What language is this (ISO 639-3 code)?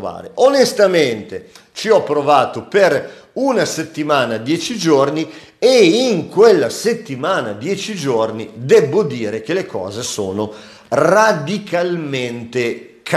ita